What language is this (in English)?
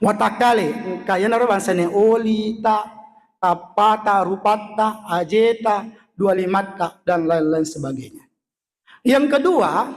Buginese